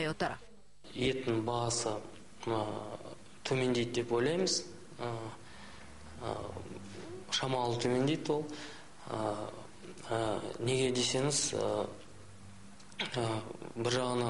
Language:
Kazakh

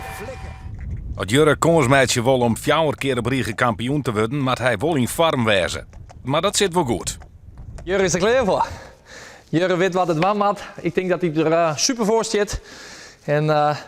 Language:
Western Frisian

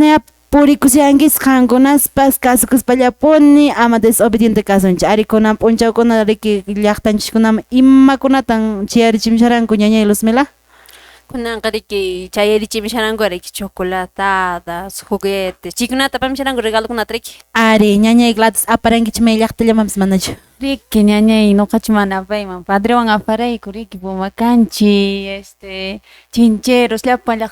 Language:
Quechua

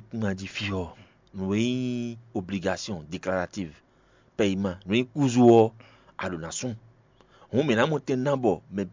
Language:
Fon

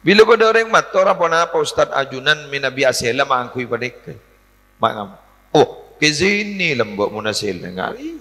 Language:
Madurese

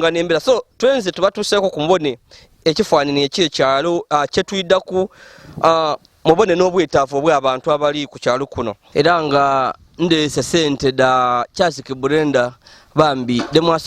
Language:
Ganda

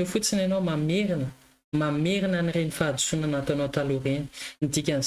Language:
Malagasy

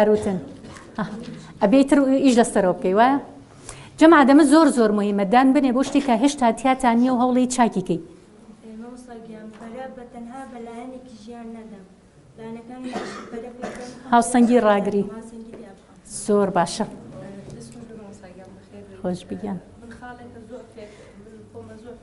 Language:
Central Kurdish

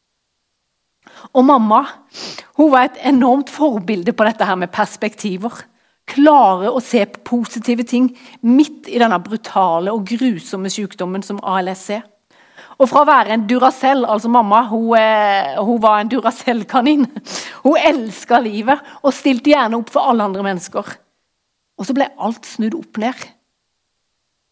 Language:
Norwegian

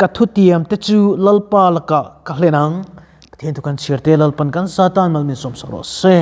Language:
Mizo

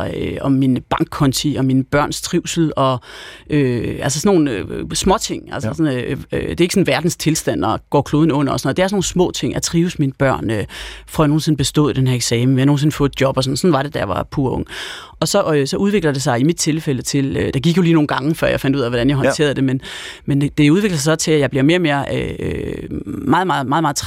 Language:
Danish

